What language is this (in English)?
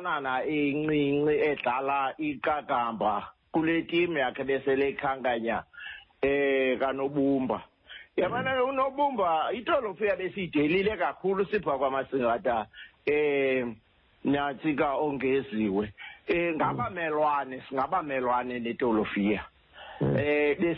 Xhosa